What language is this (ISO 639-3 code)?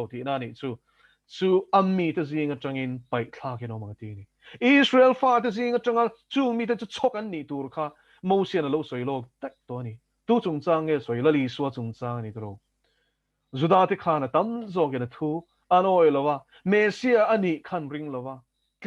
lus